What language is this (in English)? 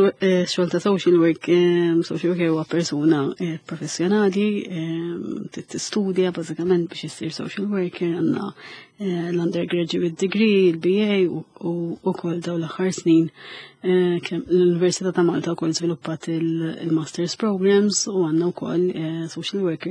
Maltese